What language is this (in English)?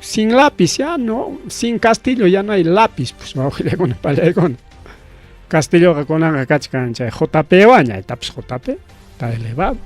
Ayacucho Quechua